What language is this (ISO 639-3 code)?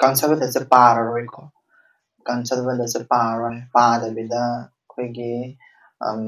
mni